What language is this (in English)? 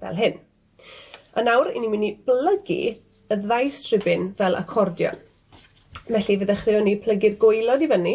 Welsh